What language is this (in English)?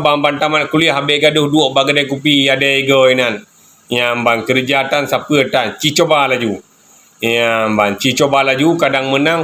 Achinese